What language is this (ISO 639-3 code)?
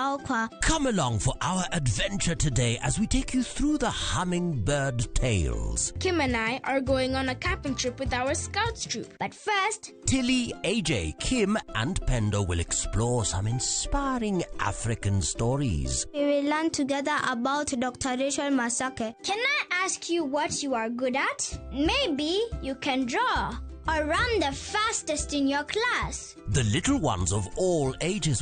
luo